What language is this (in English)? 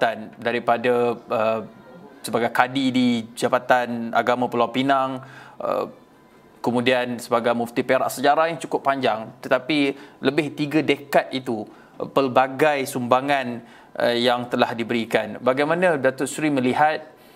Malay